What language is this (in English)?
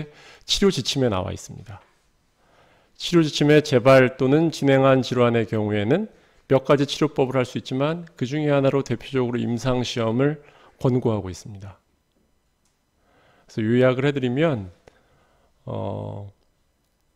Korean